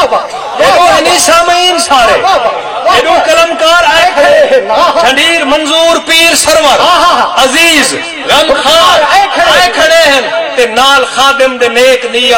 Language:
Saraiki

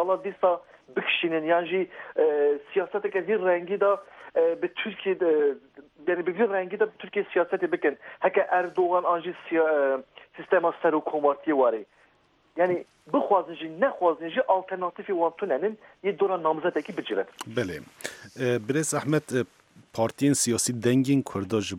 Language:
Kurdish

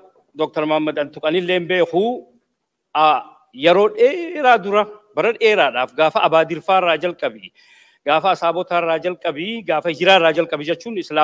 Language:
Oromo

